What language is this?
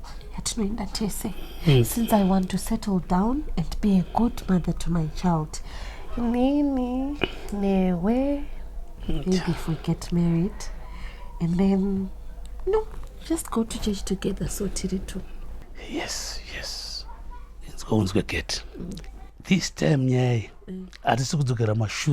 Shona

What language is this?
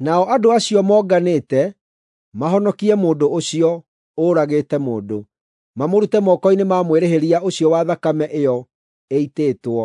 Kikuyu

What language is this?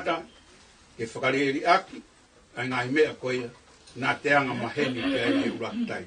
Tongan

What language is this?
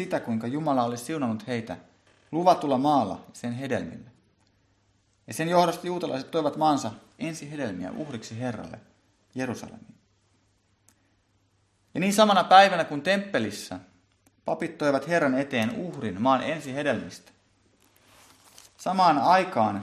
Finnish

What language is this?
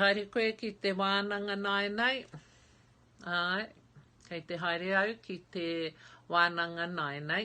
Māori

